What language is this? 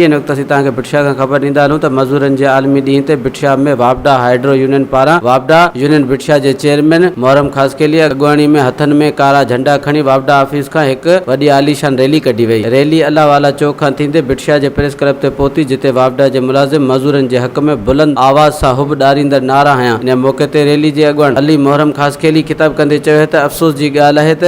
Sindhi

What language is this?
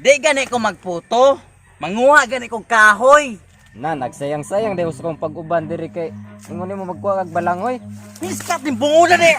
Cebuano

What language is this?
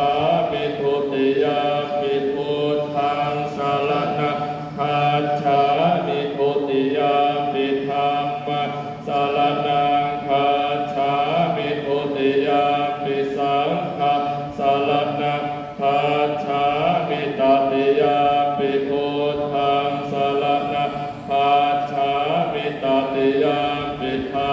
Pali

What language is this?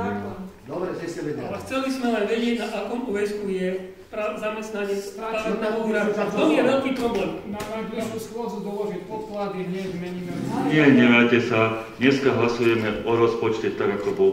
Slovak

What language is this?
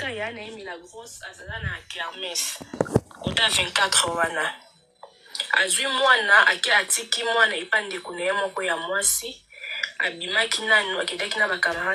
Lingala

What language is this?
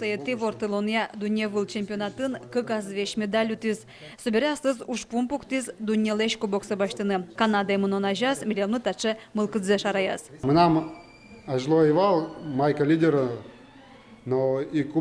Udmurt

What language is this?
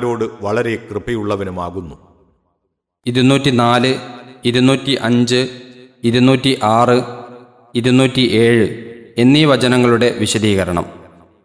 Malayalam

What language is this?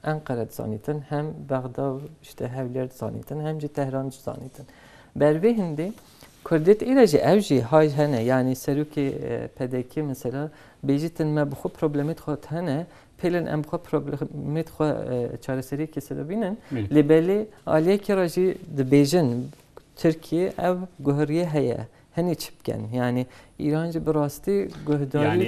Kurdish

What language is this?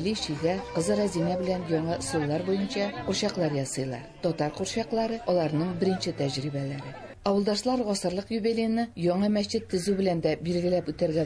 Tatar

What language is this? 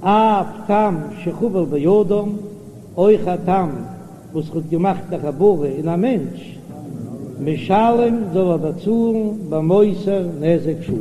Yiddish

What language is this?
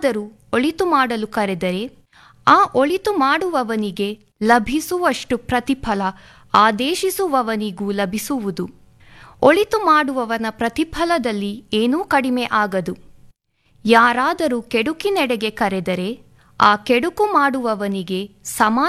Kannada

